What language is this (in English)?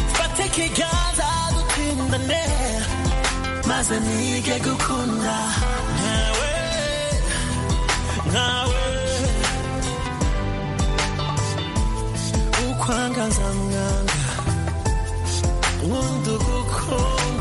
Kinyarwanda